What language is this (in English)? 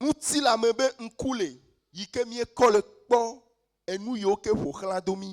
Ewe